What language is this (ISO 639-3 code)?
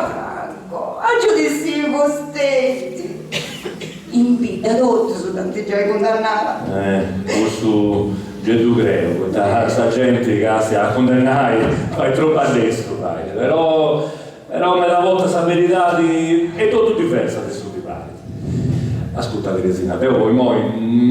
srd